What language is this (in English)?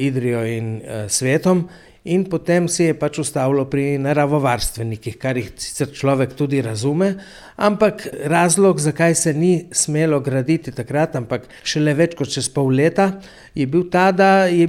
Slovenian